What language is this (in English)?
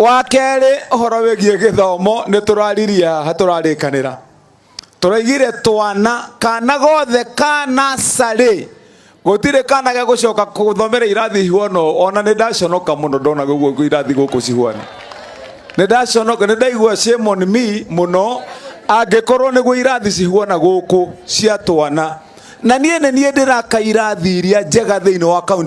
Kikuyu